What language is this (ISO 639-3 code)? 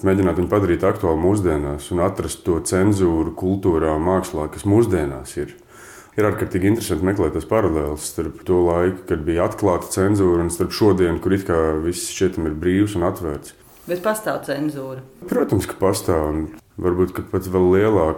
lav